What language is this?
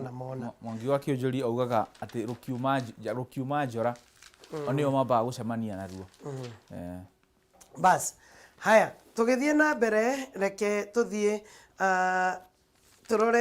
Kikuyu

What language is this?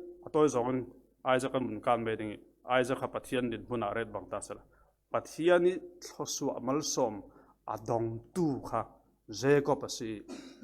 Falam Chin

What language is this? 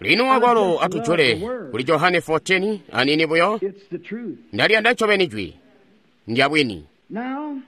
Tonga (Zambia)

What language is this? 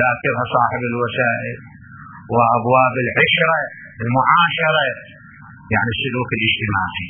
Mesopotamian Arabic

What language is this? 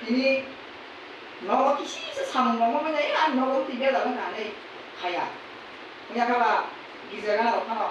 Kok Borok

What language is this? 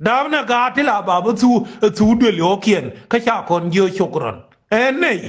Nuer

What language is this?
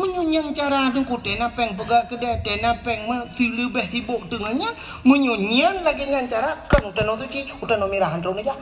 Achinese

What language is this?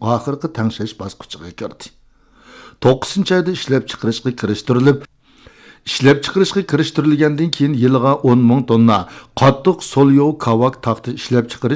Uyghur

